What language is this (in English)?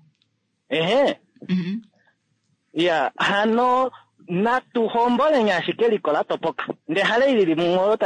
Kuanyama